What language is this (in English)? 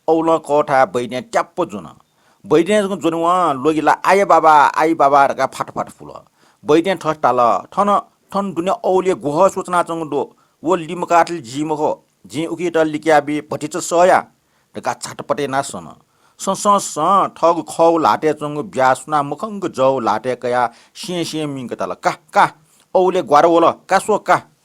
Newari